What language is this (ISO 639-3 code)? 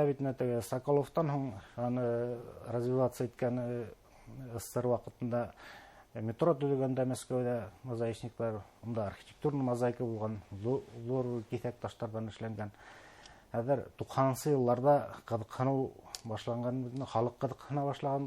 bak